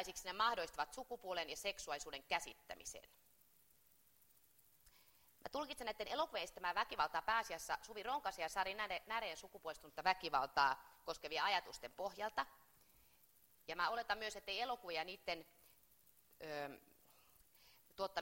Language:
Finnish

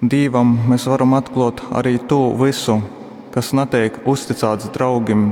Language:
Latgalian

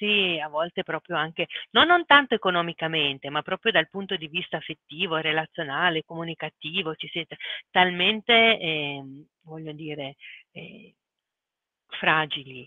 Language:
Italian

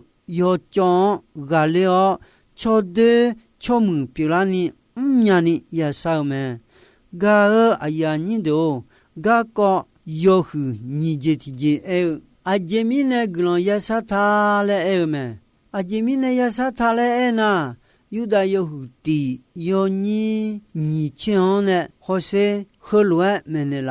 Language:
Akha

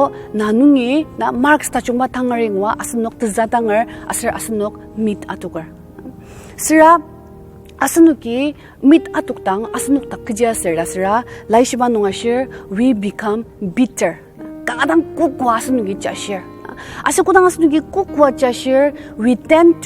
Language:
Ao Naga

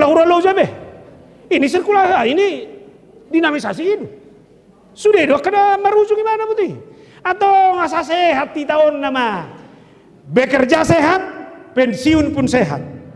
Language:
Batak Toba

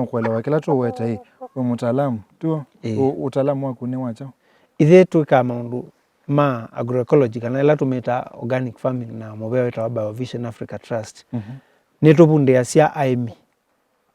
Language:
Kamba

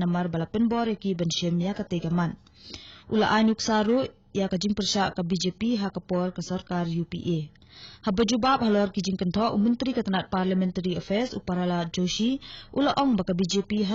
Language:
Khasi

